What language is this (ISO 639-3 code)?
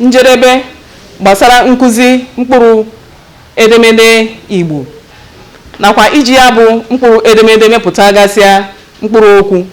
ibo